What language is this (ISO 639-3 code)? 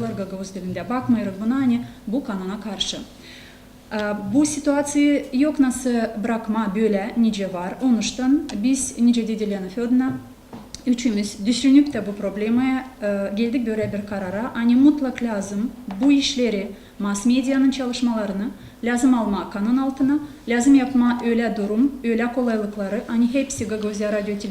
gag